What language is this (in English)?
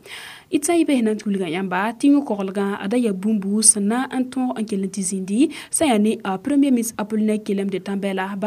Mossi